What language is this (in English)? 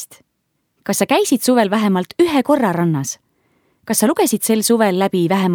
Estonian